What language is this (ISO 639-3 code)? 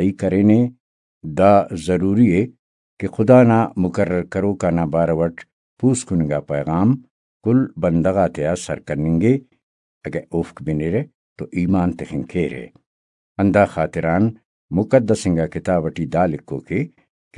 brh